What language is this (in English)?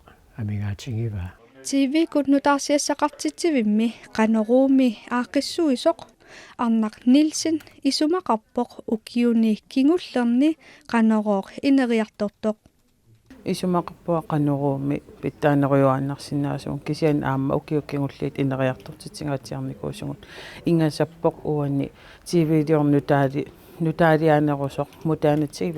Kalaallisut